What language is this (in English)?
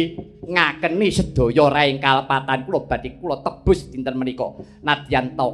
Javanese